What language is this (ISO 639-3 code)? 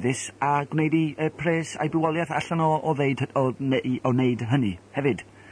cym